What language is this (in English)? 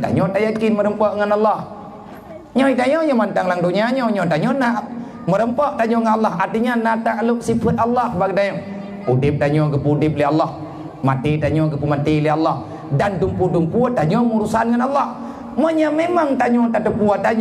Achinese